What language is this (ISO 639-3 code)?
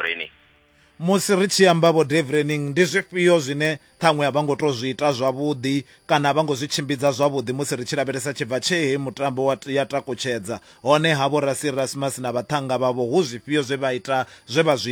ven